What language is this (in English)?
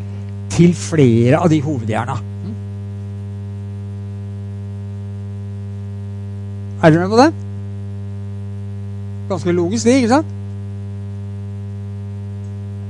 Norwegian